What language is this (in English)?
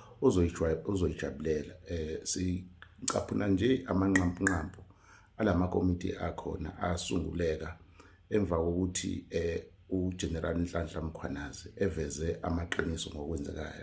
Zulu